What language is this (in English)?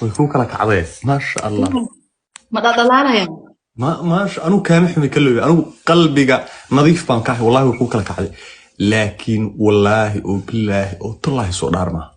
Somali